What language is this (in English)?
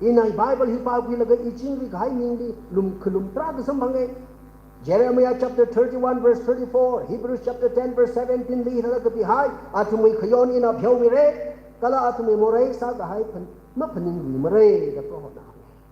Tangkhul Naga (India)